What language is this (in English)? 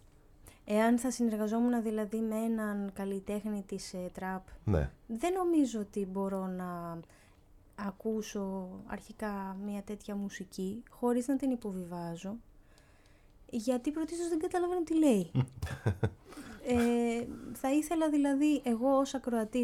Greek